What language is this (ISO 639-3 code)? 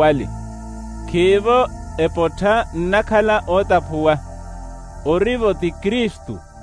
vmw